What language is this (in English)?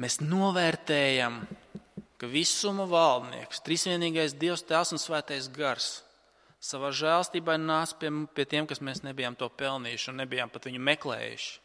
Latvian